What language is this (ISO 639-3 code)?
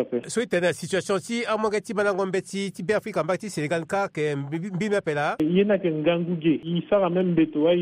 sag